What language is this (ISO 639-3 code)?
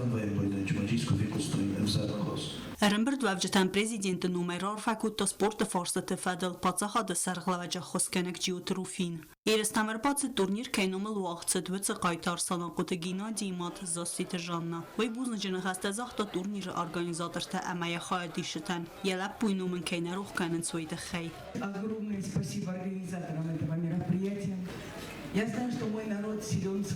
oss